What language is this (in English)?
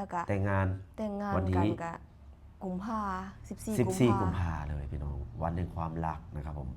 Lao